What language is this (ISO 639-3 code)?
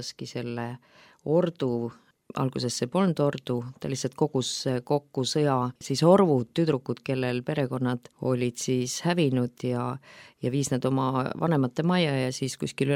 est